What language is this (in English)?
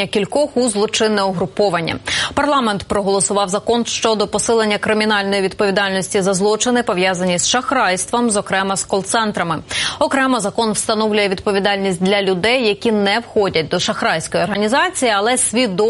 Ukrainian